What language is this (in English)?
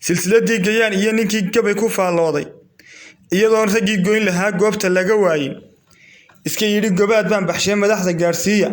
Somali